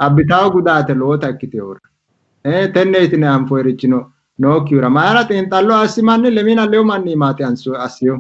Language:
Sidamo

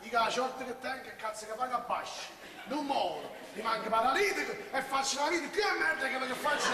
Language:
Neapolitan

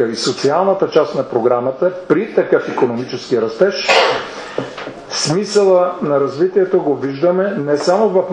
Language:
Bulgarian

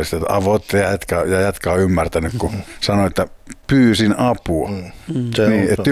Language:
Finnish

